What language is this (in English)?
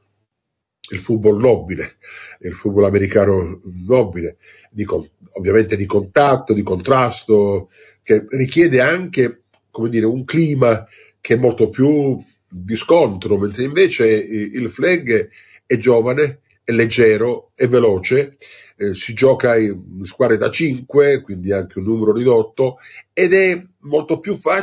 Italian